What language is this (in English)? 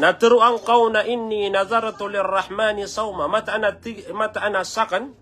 Maranao